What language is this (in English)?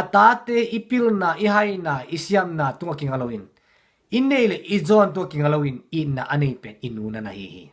Tedim Chin